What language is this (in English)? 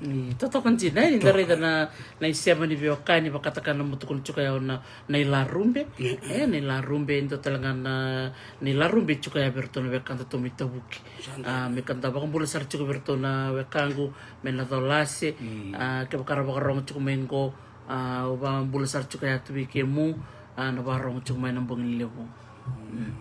Fijian